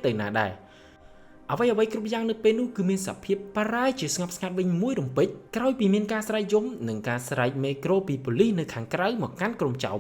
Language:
Khmer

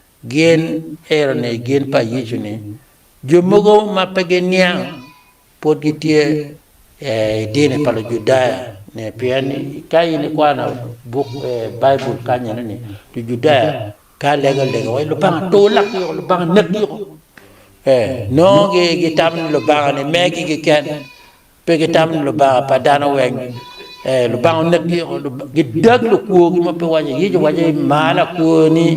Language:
Acoli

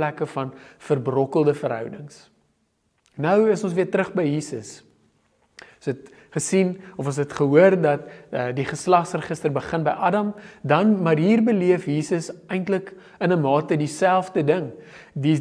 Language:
Afrikaans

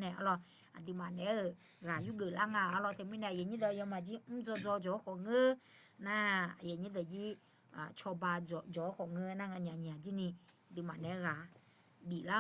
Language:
Akha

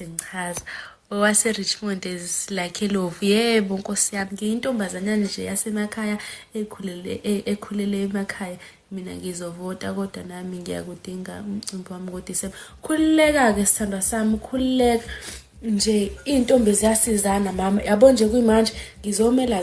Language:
Zulu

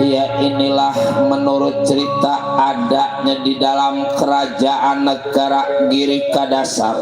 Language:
Betawi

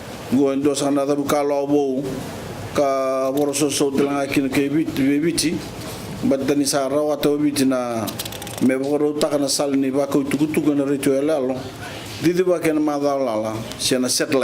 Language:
Fijian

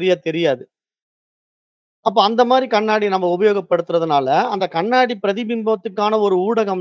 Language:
Tamil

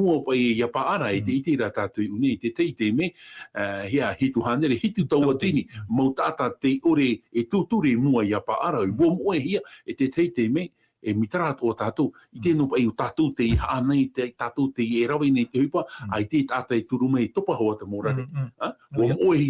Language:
Tahitian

